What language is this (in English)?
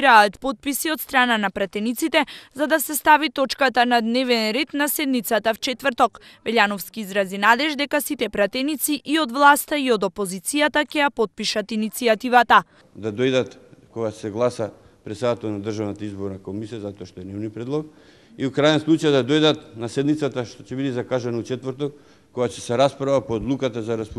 Macedonian